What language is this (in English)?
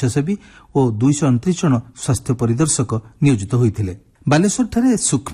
Odia